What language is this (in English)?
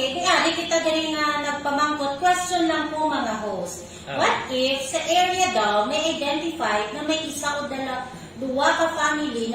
Hiligaynon